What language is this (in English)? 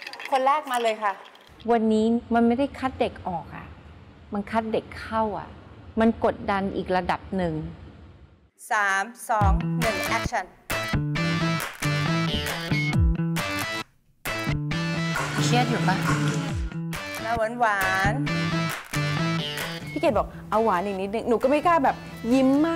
Thai